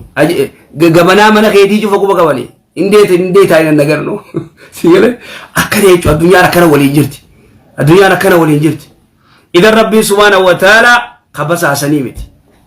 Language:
Oromo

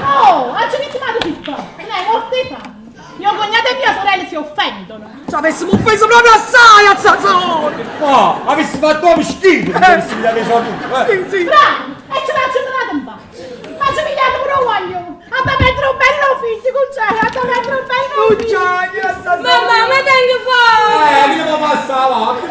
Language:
Neapolitan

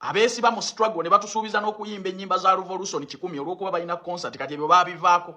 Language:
Ganda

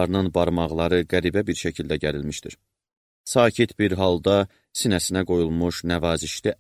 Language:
Azerbaijani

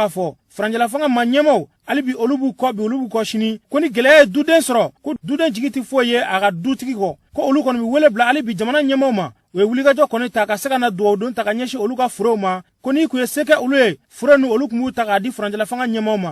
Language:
Bambara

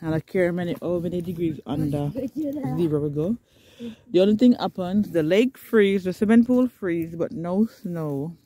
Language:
Jamaican Creole English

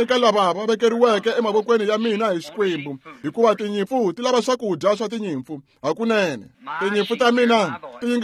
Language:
Tsonga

